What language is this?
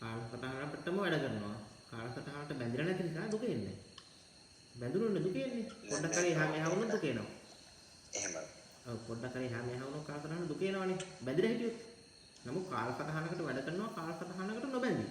Sinhala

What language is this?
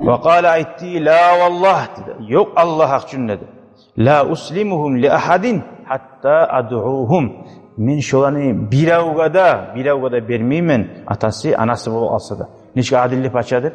Kumyk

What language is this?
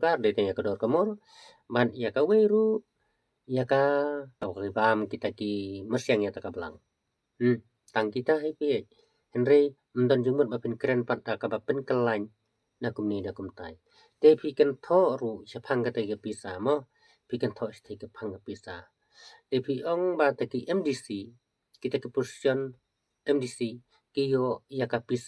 Khasi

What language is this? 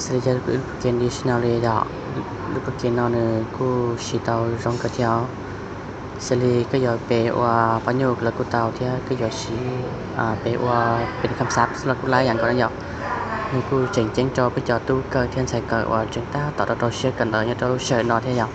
Hmong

